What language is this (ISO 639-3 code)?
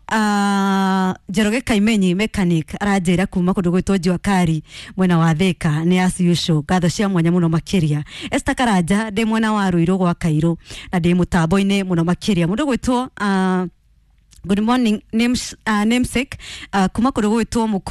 kik